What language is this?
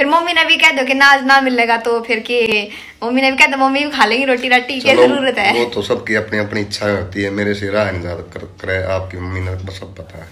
Haryanvi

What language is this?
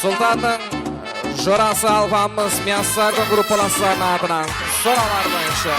Kara-Kalpak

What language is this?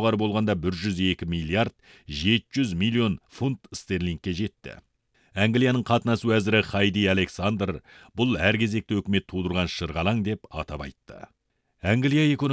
Kazakh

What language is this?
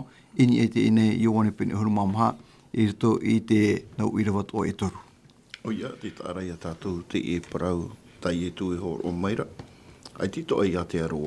Tahitian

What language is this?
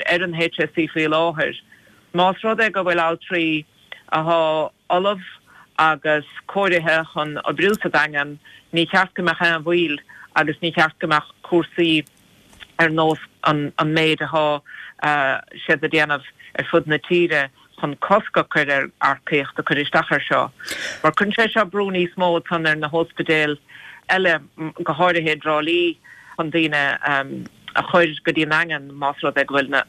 Irish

